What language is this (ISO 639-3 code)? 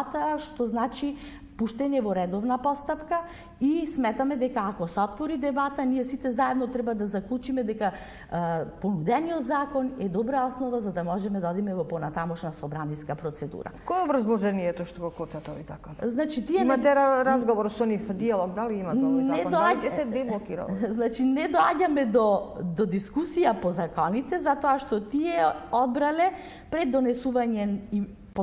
mkd